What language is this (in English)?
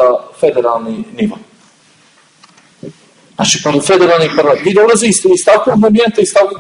Bosnian